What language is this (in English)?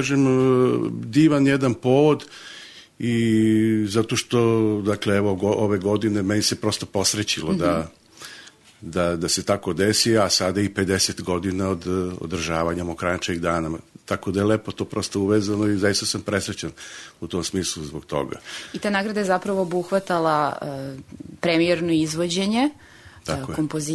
Serbian